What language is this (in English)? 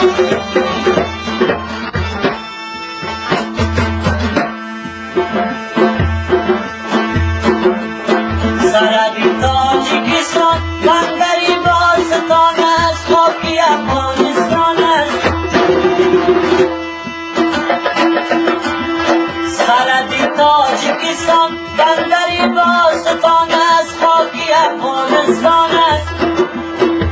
Persian